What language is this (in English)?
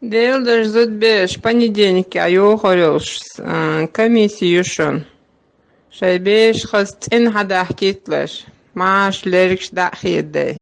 Chechen